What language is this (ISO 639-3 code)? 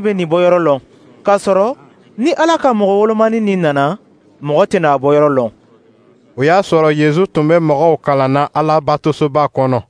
dyu